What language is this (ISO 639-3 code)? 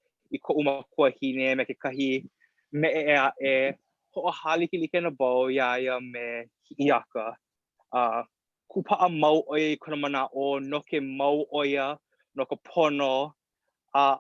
haw